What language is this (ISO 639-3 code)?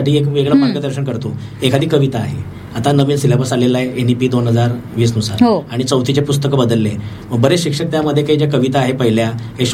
mar